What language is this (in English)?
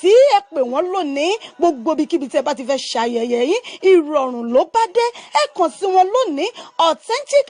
Yoruba